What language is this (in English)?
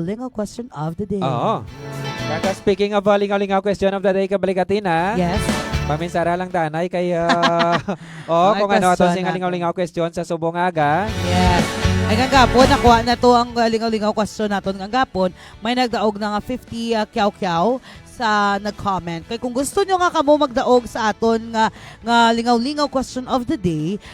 Hiligaynon